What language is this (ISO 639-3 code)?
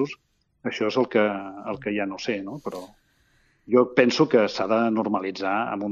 cat